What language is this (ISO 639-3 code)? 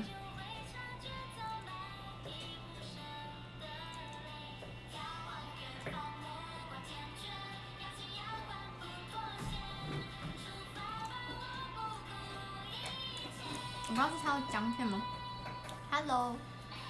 zho